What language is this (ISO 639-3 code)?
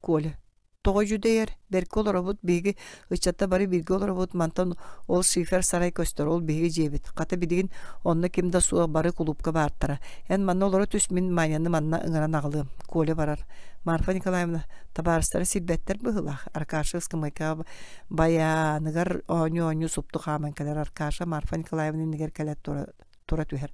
sah